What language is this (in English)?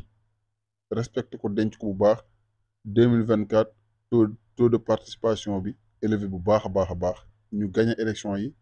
Wolof